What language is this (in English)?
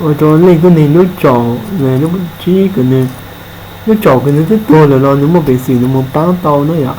Hmong